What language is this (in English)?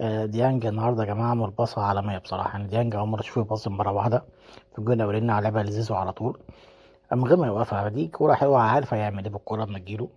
Egyptian Arabic